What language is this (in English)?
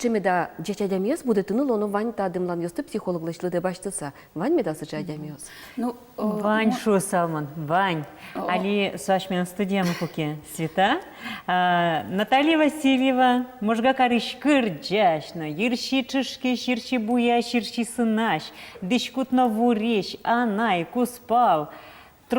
Udmurt